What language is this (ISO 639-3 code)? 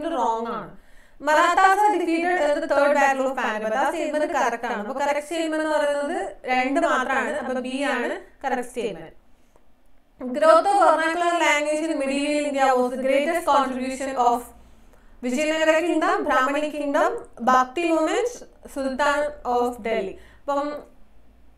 mal